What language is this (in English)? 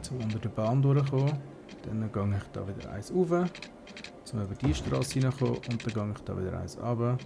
Swiss German